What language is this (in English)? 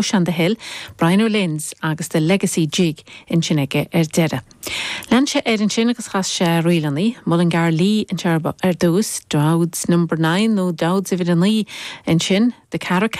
Irish